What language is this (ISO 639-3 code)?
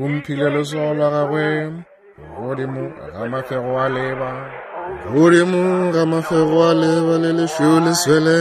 nso